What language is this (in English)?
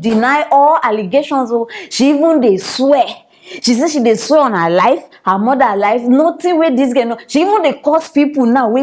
Nigerian Pidgin